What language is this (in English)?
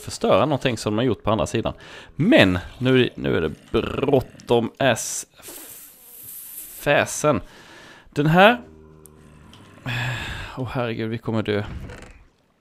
Swedish